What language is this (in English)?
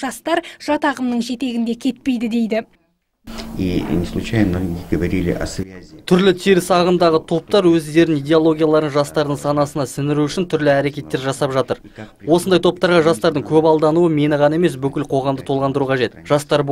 Kazakh